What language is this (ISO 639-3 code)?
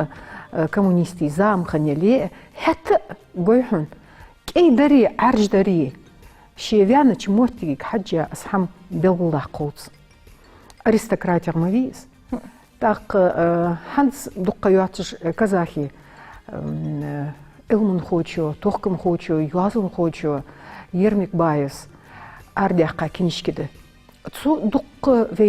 inh